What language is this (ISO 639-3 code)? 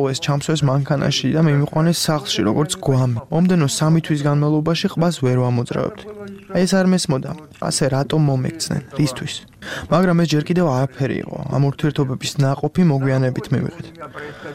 kat